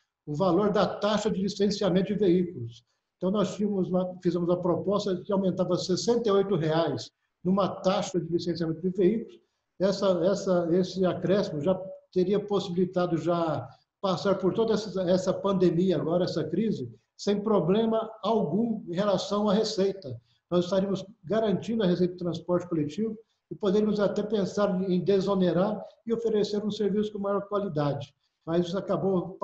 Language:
Portuguese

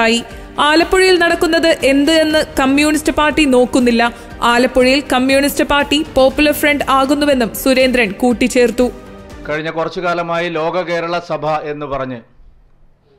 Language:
Malayalam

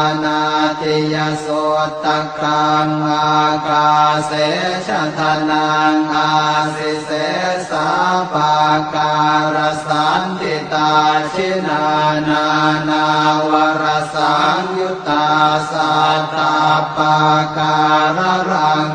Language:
Pali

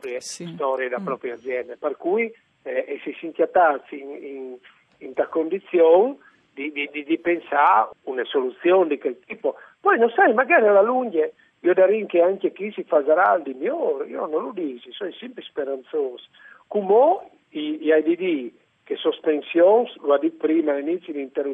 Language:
Friulian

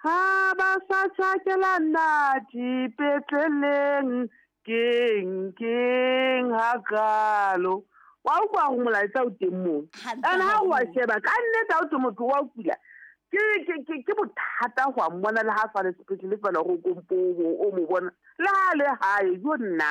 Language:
Southern Sotho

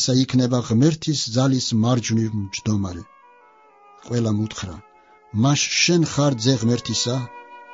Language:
Georgian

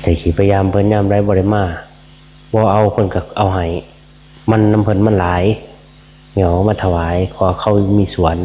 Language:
Northeastern Thai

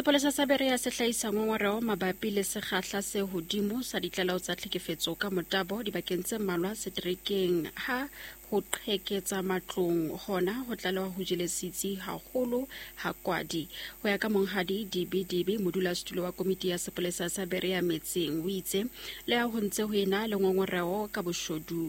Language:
Southern Sotho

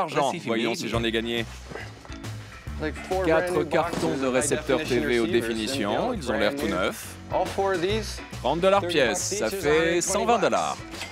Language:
French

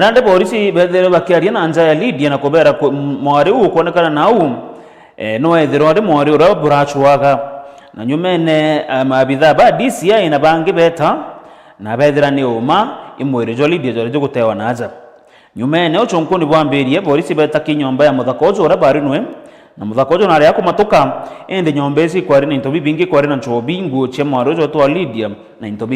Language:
Meru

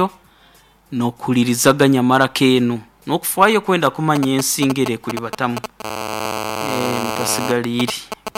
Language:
Nyoro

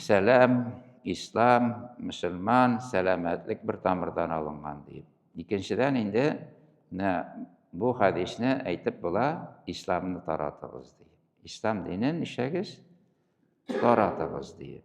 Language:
Tatar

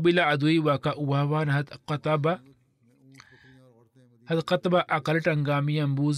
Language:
Swahili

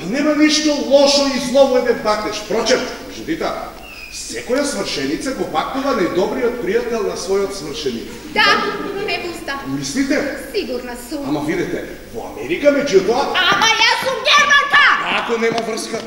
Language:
Macedonian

